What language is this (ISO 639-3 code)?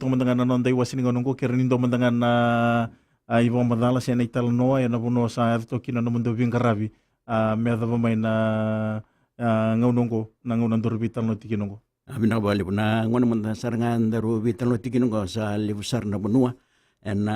fij